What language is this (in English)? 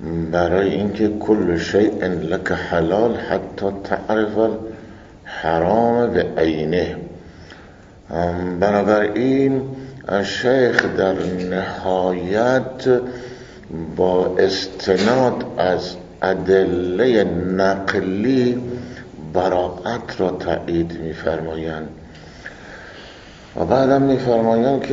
Persian